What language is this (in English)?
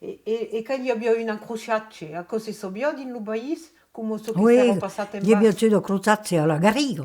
Occitan